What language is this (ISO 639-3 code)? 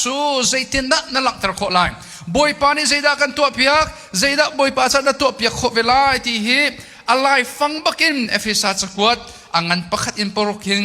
cnh